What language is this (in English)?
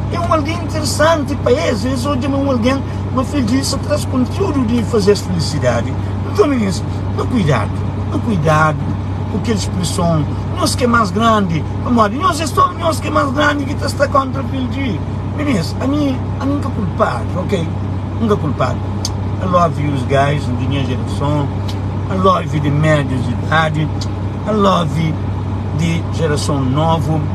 Kabuverdianu